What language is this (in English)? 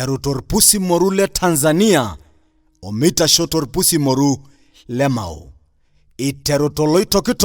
Masai